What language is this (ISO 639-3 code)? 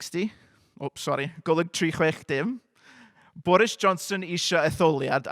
cym